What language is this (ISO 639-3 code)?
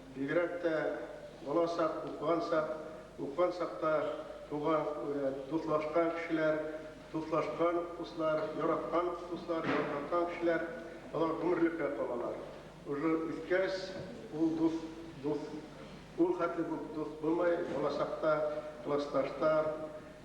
bak